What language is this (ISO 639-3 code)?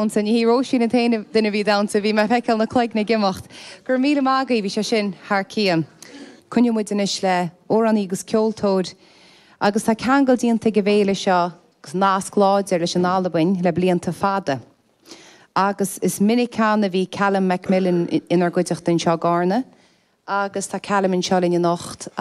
gle